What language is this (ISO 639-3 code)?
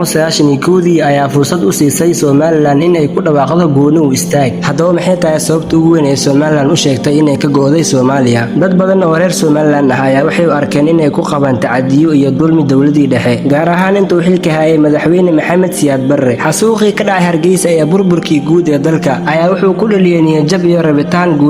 som